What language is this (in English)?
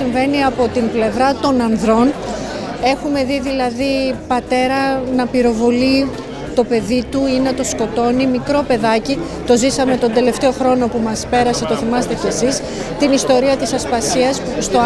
Greek